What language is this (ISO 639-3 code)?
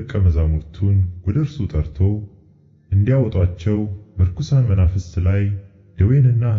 amh